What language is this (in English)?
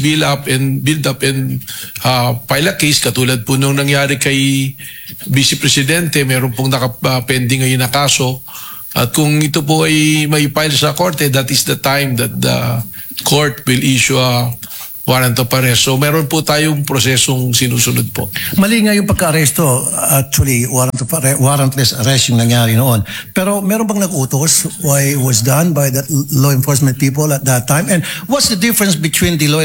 Filipino